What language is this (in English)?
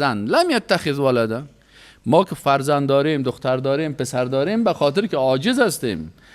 Persian